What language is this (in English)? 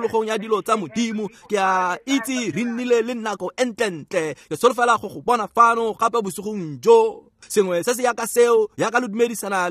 Tswana